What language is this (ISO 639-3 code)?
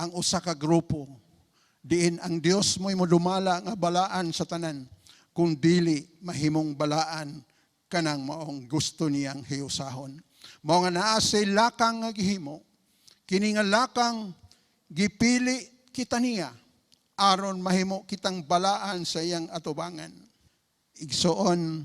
ceb